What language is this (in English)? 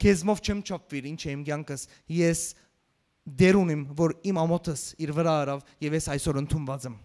Western Armenian